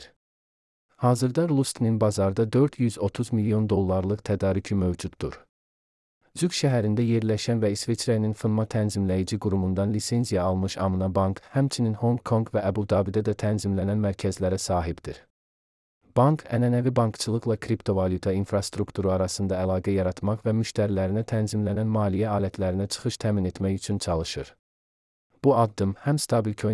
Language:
Azerbaijani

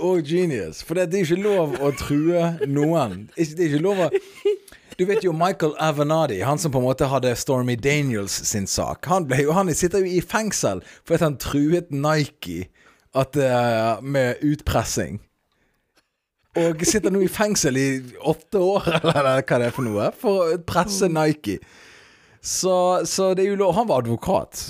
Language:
Norwegian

